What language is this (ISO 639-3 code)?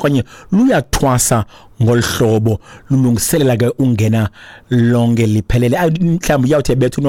xho